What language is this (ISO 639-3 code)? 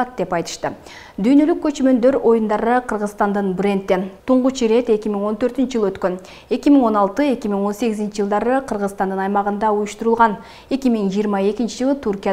kir